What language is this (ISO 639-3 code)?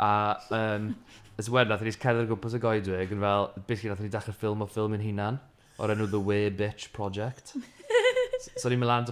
cym